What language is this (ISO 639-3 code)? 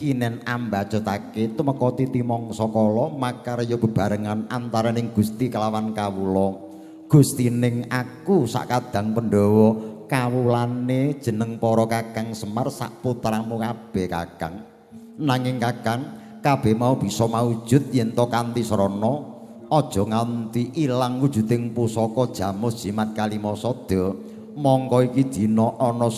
jav